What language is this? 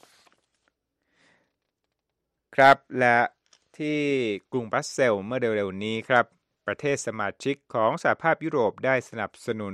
Thai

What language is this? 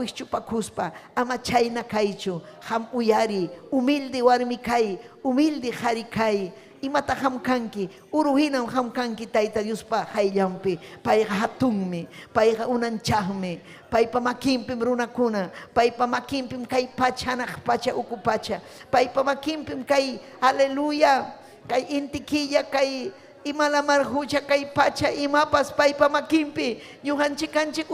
Ayacucho Quechua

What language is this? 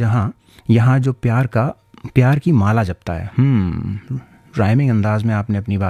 Hindi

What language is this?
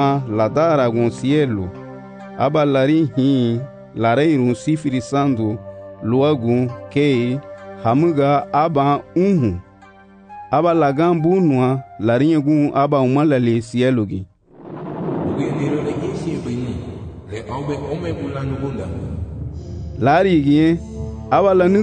Garifuna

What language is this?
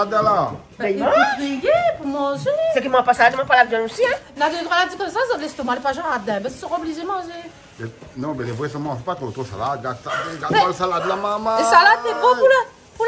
Réunion Creole French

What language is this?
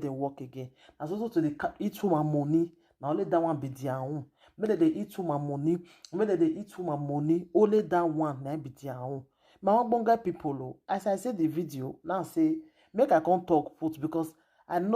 Nigerian Pidgin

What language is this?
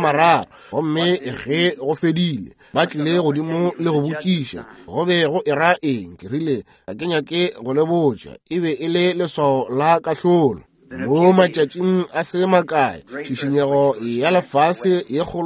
Northern Sotho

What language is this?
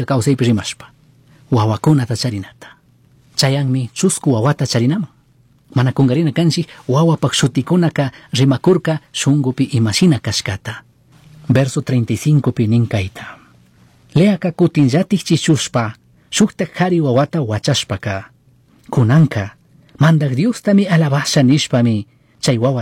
Chimborazo Highland Quichua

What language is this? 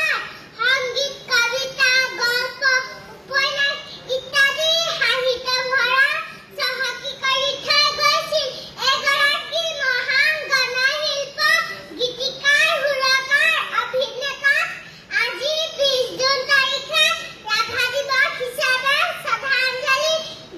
Assamese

